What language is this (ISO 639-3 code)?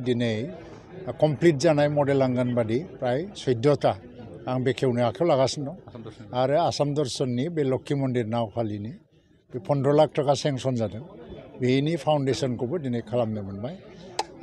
brx